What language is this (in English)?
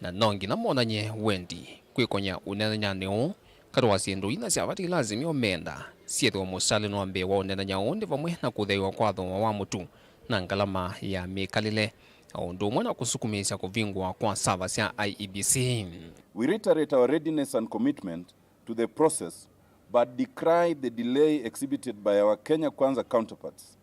Kamba